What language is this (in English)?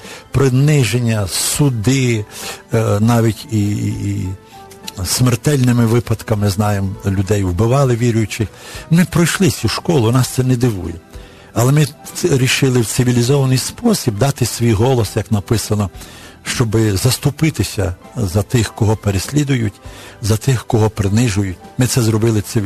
Ukrainian